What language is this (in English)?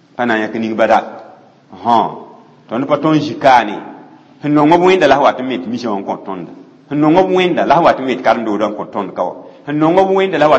Mossi